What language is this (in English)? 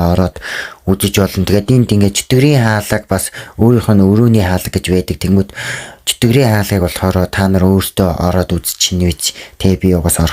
Mongolian